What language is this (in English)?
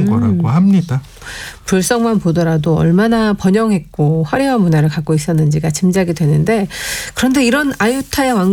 Korean